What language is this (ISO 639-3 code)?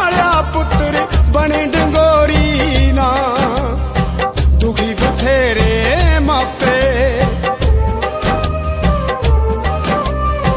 pan